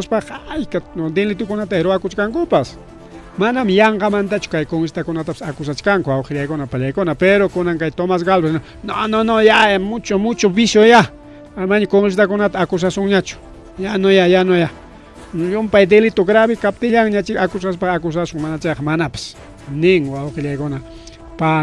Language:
Ayacucho Quechua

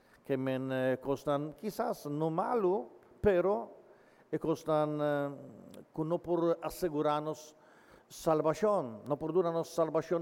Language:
Papiamento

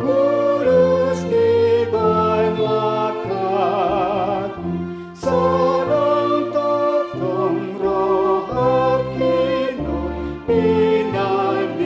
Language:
Batak Toba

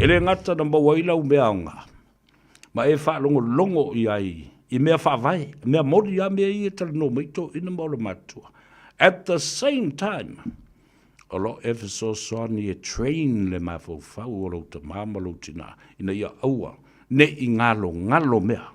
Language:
Samoan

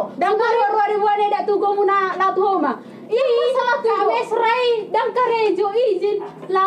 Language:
Batak Toba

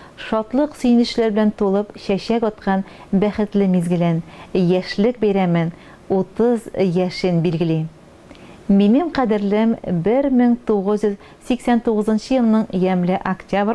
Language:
Tatar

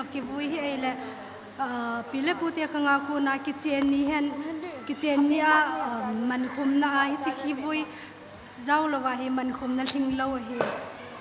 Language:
Thado Chin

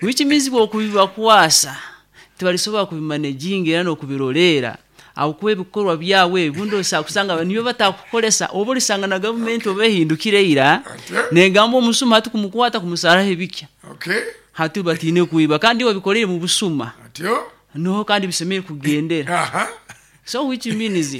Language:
Nyoro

